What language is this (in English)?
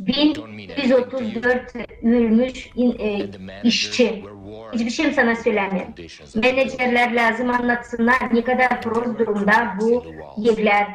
Gagauz